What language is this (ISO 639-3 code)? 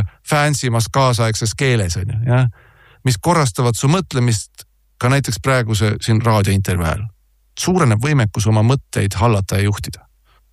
est